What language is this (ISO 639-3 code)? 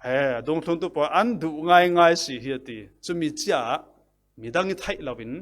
cfm